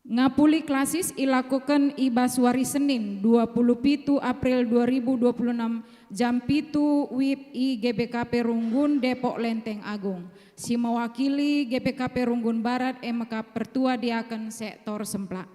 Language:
Batak Karo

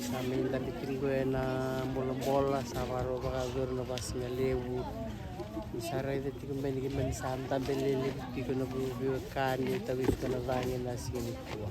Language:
Fijian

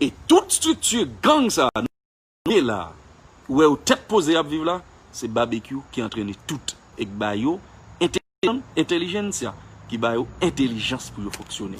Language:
Haitian Creole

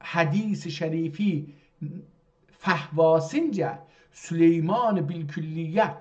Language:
South Azerbaijani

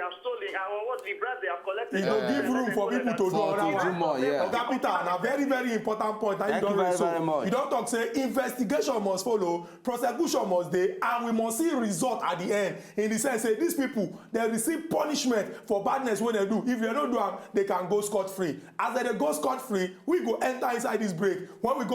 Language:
Nigerian Pidgin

